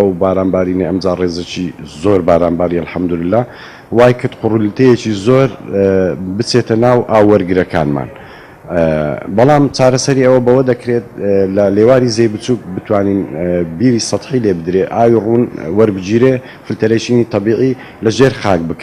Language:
Central Kurdish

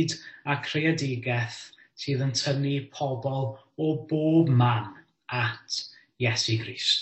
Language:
Welsh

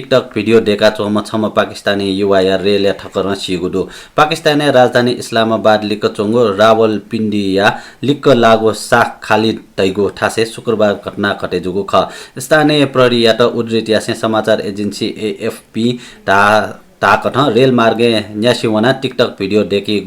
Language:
Newari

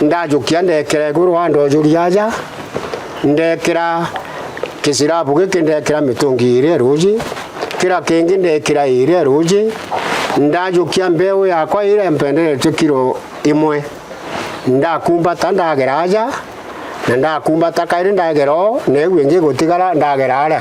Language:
Meru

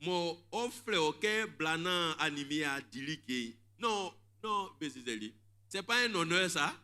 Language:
Baoulé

